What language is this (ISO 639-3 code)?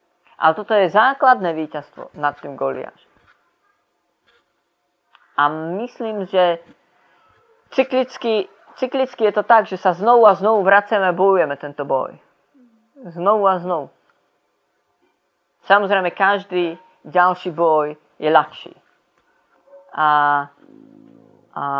slk